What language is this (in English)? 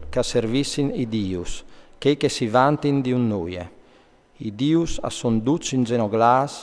Friulian